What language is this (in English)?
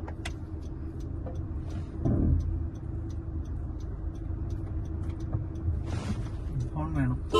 Malayalam